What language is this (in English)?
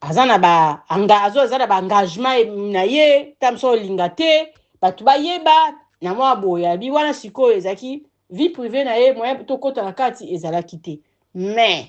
Lingala